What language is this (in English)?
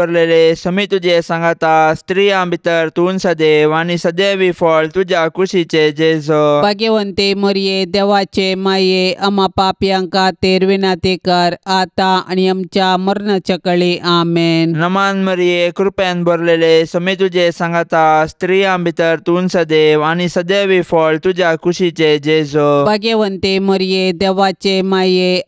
Konkani